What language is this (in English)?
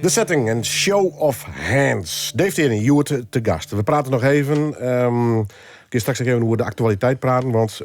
Western Frisian